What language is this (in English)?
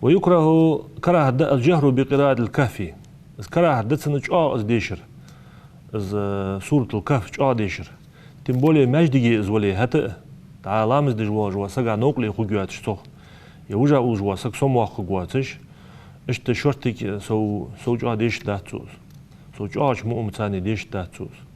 Ingush